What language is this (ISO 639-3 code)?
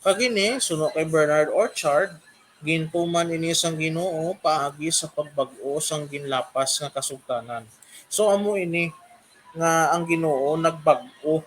hil